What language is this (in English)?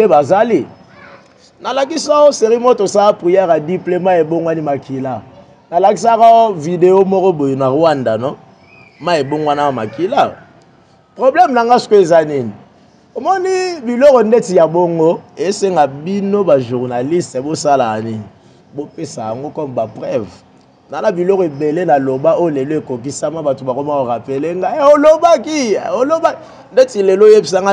Lingala